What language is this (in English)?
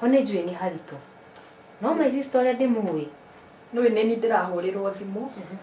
Kikuyu